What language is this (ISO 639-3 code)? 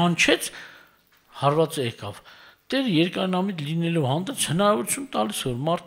hye